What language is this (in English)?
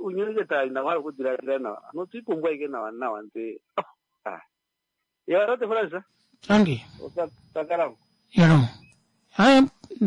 Kuanyama